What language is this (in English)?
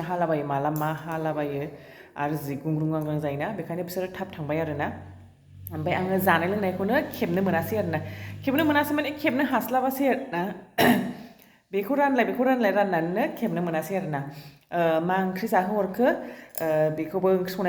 Bodo